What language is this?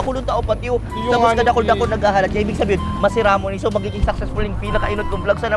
Bikol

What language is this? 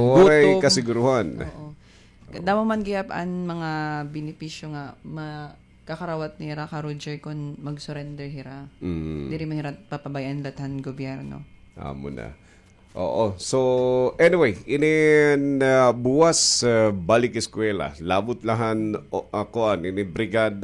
Waray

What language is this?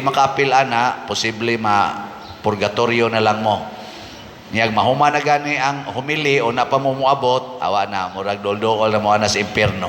Cebuano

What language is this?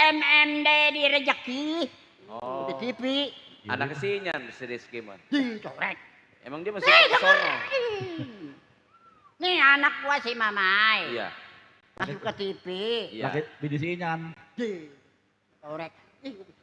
Betawi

